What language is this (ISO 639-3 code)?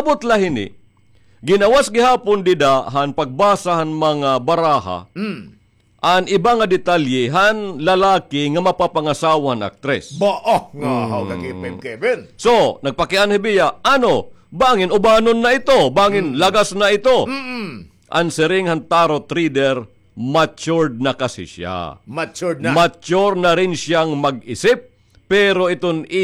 war